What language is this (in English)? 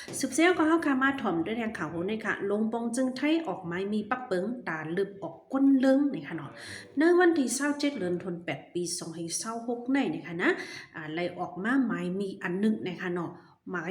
Shan